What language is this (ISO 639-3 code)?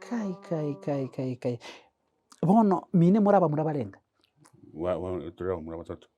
guz